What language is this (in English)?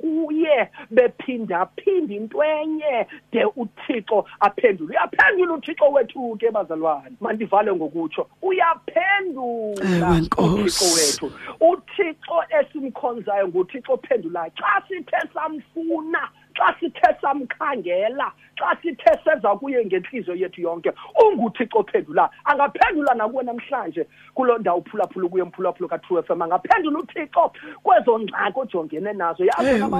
Xhosa